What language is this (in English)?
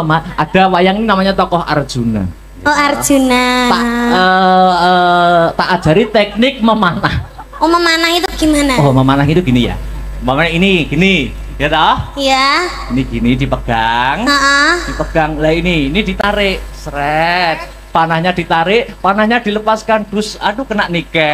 Javanese